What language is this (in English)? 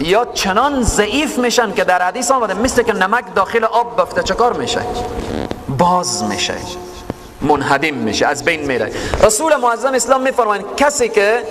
Persian